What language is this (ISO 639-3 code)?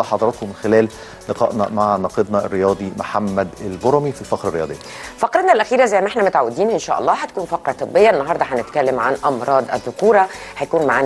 arz